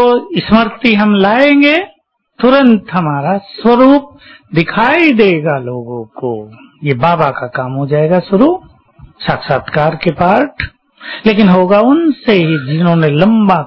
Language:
Hindi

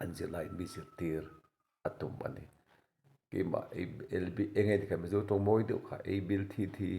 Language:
Mizo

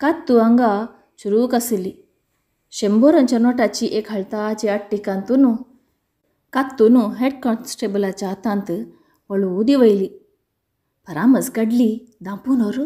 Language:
Konkani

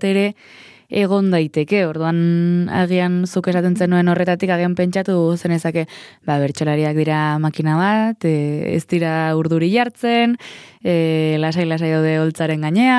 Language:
Basque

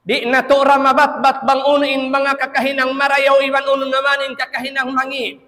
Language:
Tausug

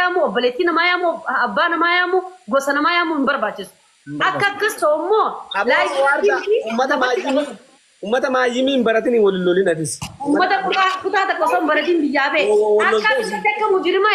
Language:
Oromo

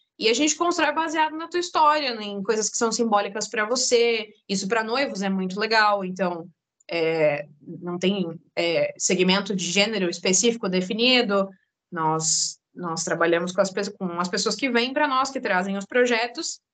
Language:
Portuguese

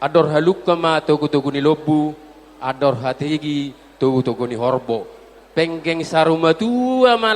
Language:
Batak Toba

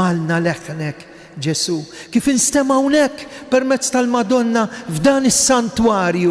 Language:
Maltese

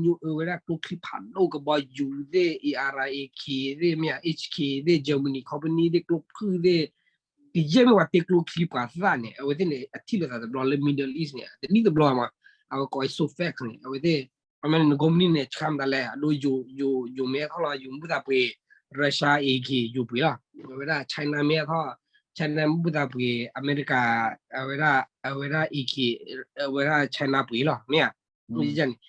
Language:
S'gaw Karen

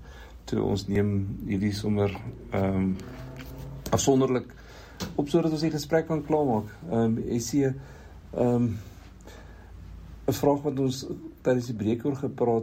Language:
Afrikaans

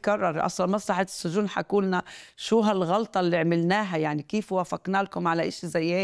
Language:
North Levantine Arabic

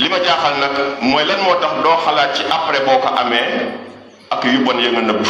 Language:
Wolof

